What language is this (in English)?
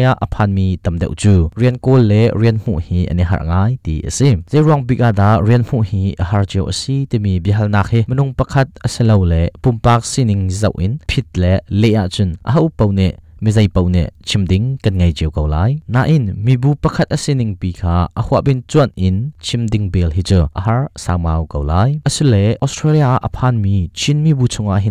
Hakha Chin